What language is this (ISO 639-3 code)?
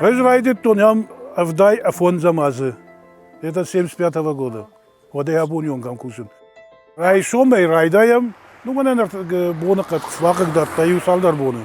oss